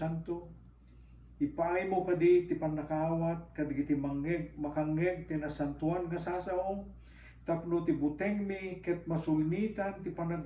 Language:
Iloko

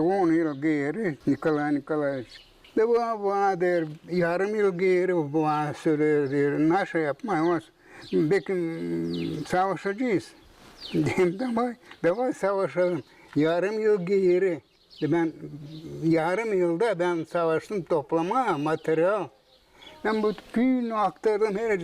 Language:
Gagauz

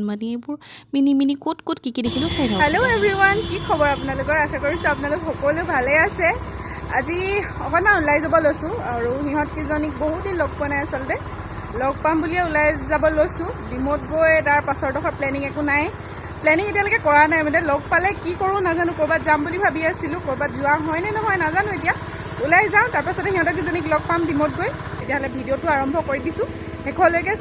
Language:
Assamese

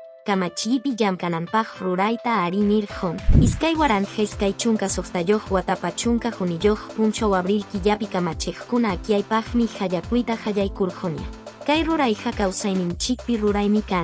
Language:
Quechua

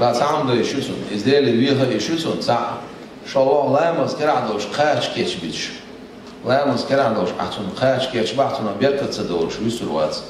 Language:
Chechen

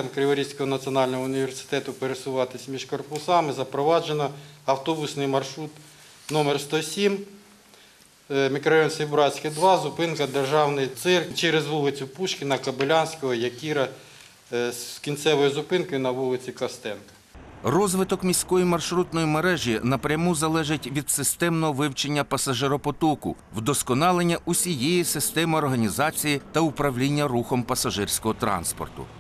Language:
Ukrainian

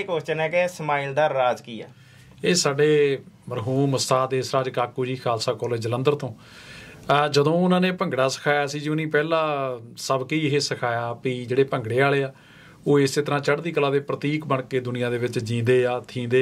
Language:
Punjabi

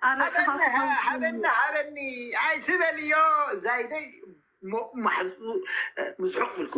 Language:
Tigrinya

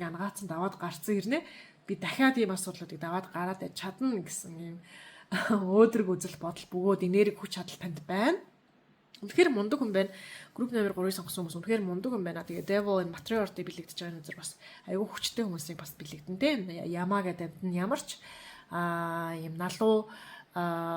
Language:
Mongolian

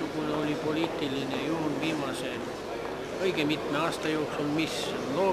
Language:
Estonian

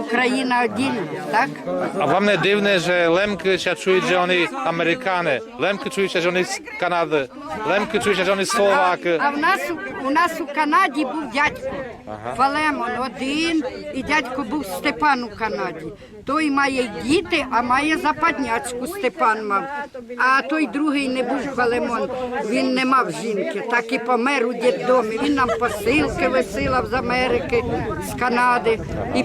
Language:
Rusyn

